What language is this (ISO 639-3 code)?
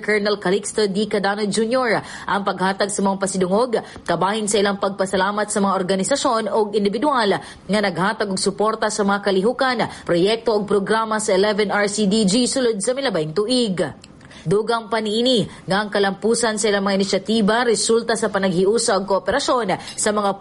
ceb